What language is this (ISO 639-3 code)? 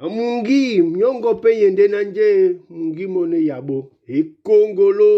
dua